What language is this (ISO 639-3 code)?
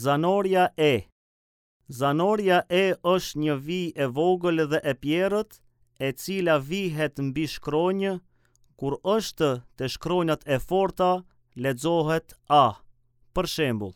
sqi